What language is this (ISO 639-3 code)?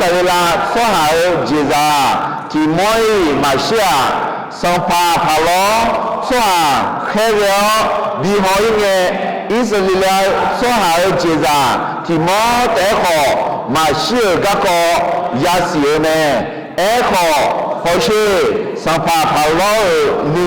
ahk